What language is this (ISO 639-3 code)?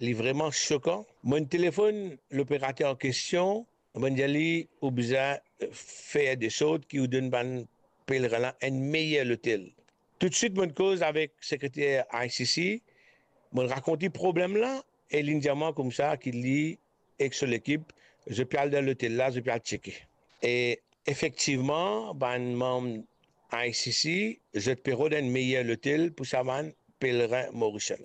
mfe